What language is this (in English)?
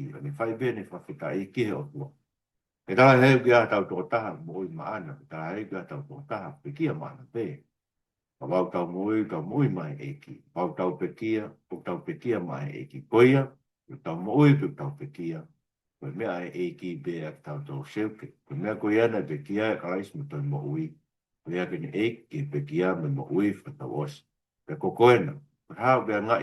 Tongan